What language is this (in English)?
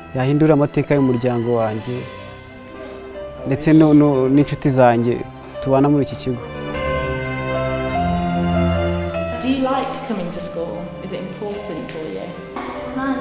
Kinyarwanda